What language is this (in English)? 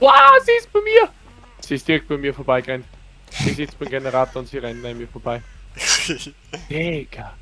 Bavarian